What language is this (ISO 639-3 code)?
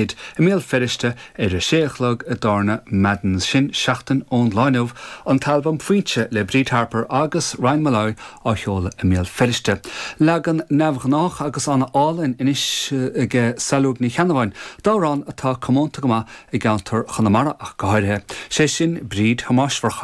gle